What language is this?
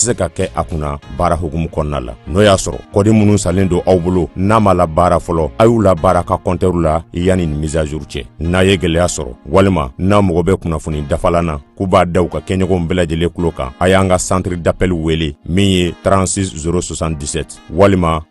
Bambara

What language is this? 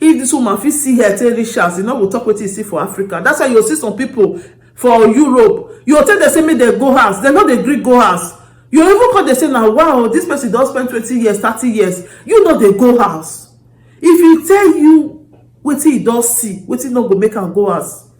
Nigerian Pidgin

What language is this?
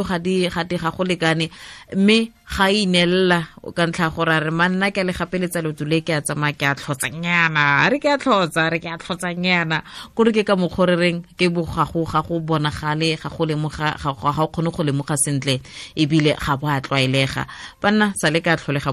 Tswana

